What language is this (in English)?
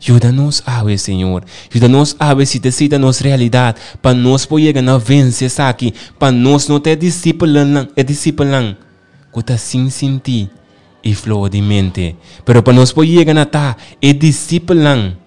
Papiamento